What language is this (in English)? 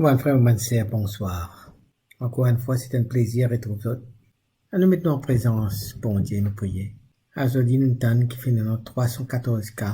Morisyen